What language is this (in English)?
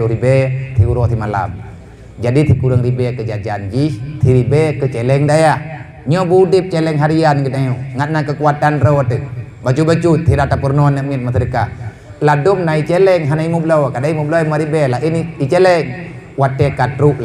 Achinese